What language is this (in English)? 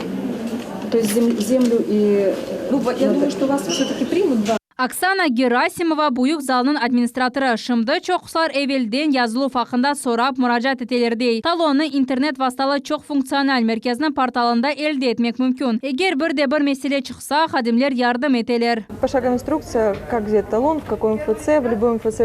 Crimean Tatar